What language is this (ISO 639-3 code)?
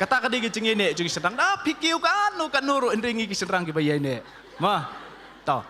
kha